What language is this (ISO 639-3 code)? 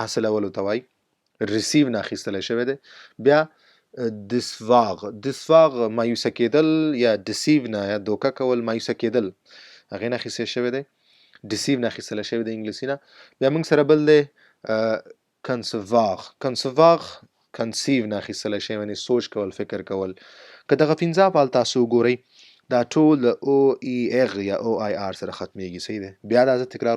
pus